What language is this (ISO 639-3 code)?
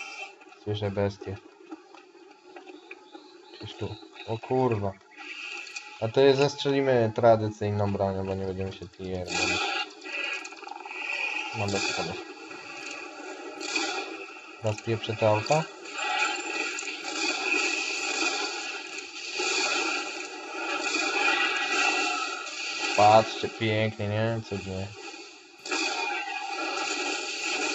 pol